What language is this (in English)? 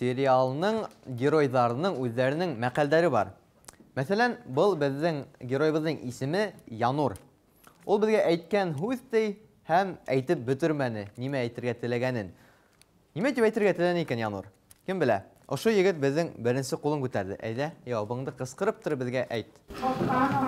Bashkir